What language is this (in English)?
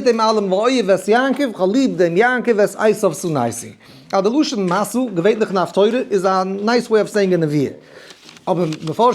Yiddish